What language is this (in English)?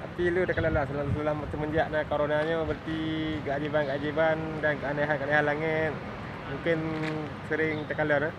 Achinese